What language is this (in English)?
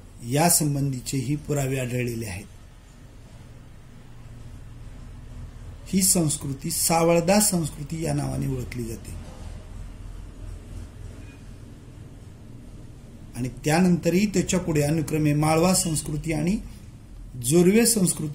Marathi